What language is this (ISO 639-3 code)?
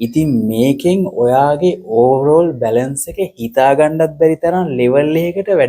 sin